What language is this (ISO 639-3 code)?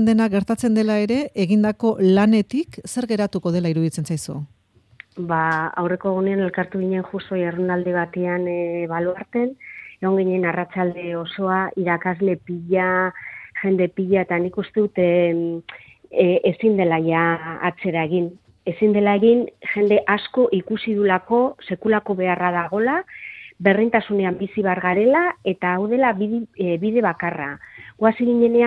eus